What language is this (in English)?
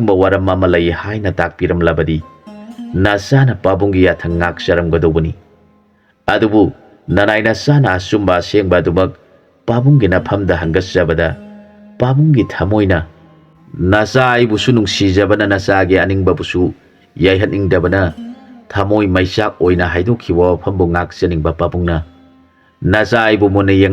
Manipuri